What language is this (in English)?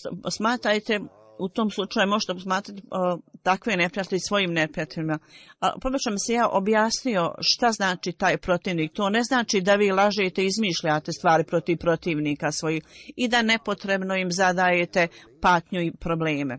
Bosnian